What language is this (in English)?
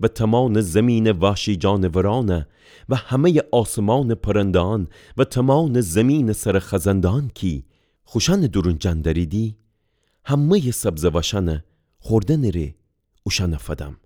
Gilaki